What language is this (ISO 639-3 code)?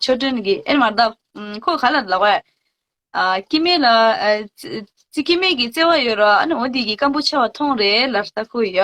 bod